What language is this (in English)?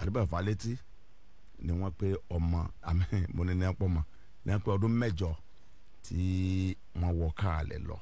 Yoruba